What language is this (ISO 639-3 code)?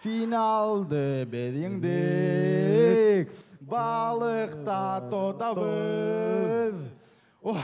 bak